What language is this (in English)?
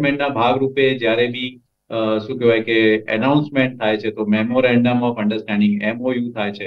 Gujarati